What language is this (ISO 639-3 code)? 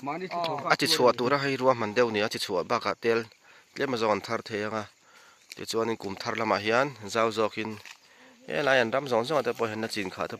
lus